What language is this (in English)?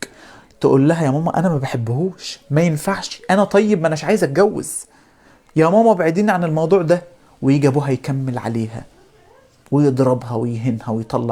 Egyptian Arabic